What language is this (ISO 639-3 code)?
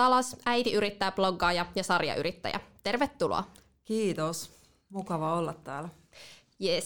fin